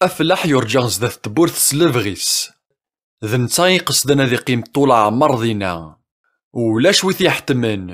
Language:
Kabyle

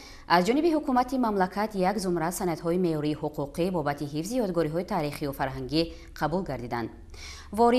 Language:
Tajik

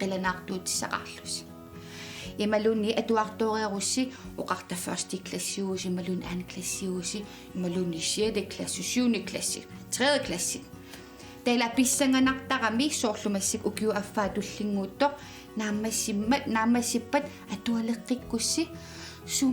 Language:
Kalaallisut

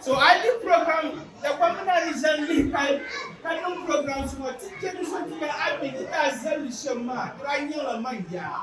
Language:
Dagbani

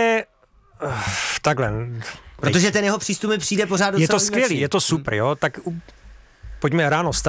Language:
Czech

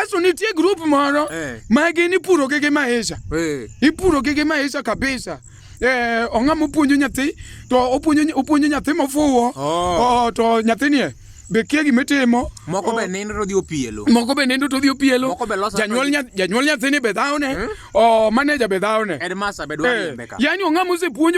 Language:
Luo (Kenya and Tanzania)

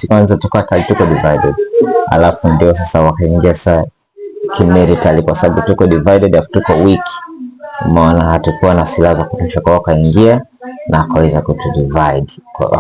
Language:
Swahili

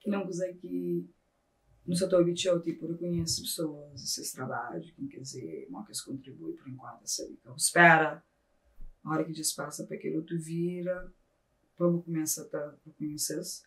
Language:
Kabuverdianu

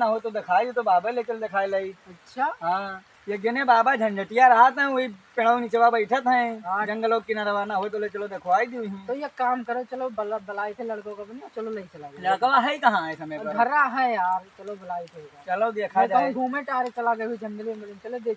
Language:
Awadhi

